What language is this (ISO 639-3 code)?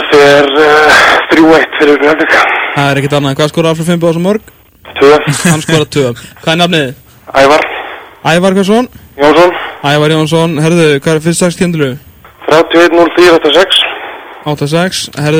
isl